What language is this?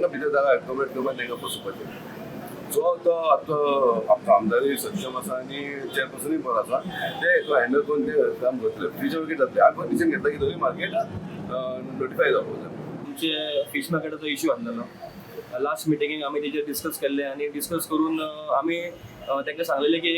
Konkani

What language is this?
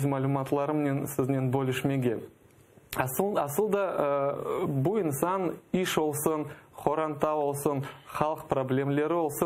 Crimean Tatar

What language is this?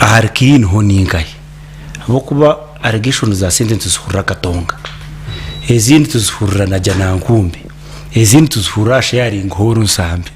Nyankole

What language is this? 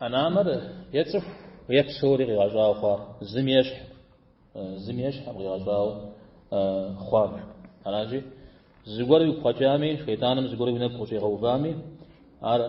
Kabardian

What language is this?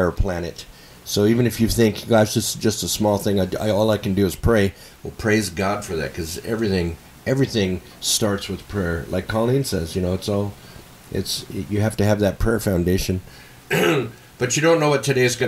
English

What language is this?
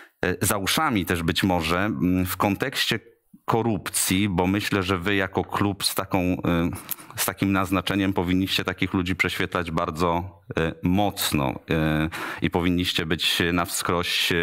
Polish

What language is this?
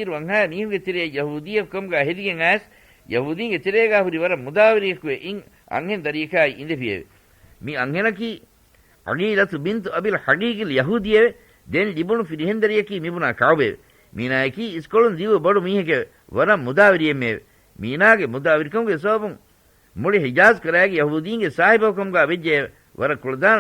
Divehi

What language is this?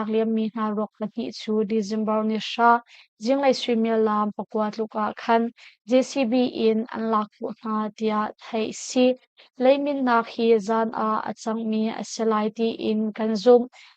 Hakha Chin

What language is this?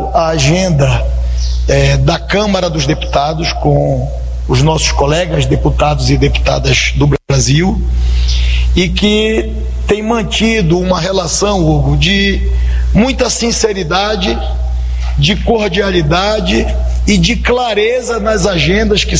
Portuguese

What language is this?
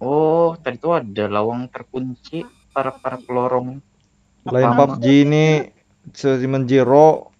Banjar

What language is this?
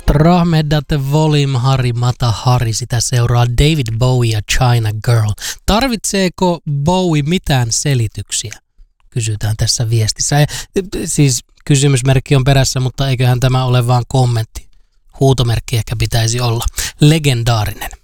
Finnish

